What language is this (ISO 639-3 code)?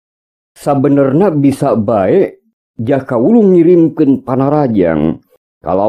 sun